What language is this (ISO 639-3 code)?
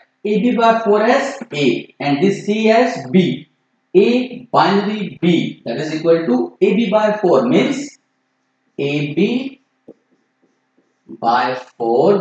eng